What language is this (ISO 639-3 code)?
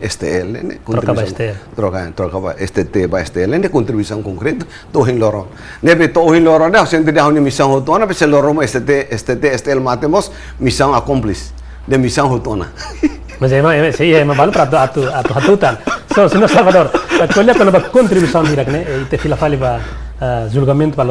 tet